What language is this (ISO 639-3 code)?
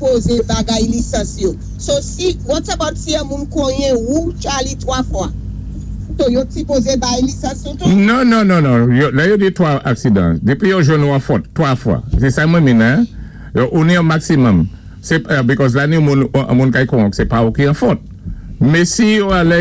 acf